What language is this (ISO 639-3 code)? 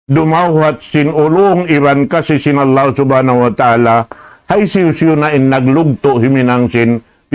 tsg